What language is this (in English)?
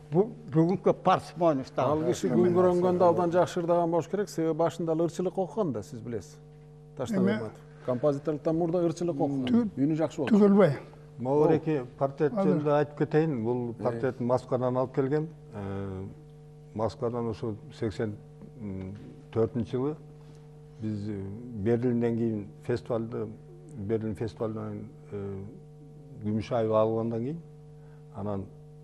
Kyrgyz